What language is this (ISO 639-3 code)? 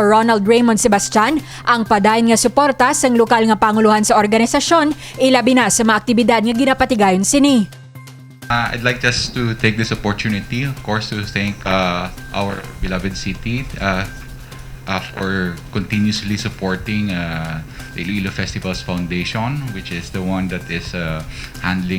hil